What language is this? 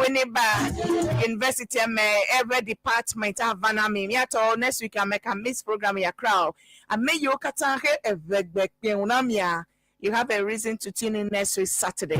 Ewe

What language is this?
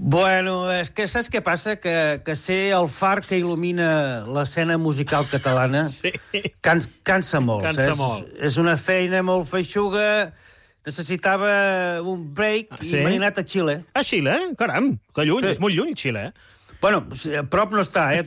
Catalan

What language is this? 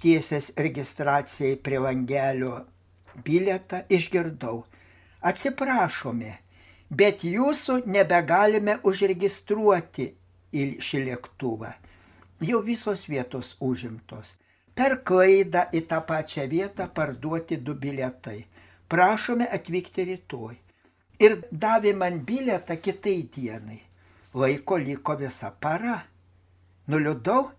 Lithuanian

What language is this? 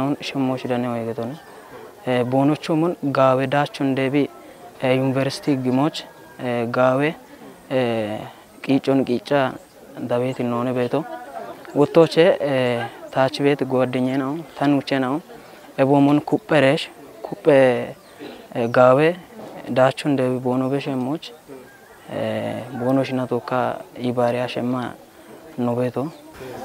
Kafa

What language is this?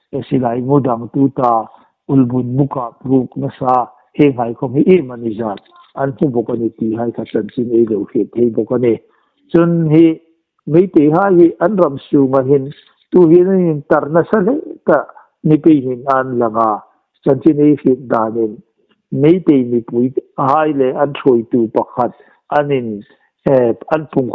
Hmar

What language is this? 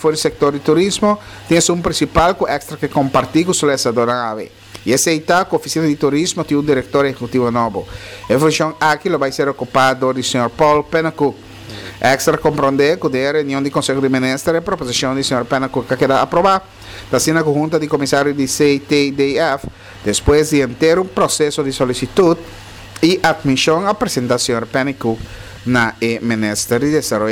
Papiamento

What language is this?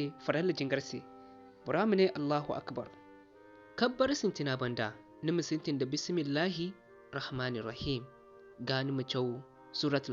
Zarma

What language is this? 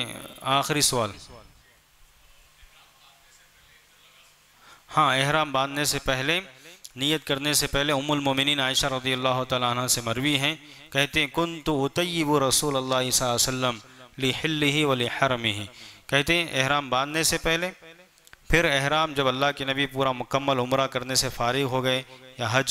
Urdu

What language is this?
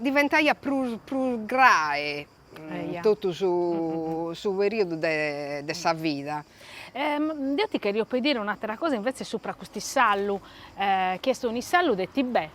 Sardinian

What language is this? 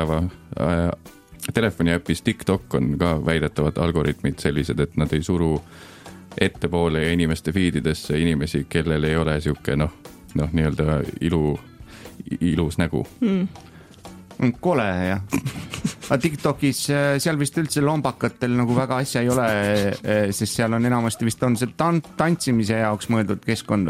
Estonian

